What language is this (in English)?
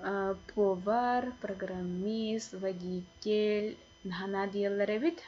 Yakut